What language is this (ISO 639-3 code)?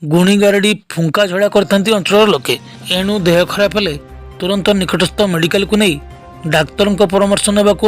ori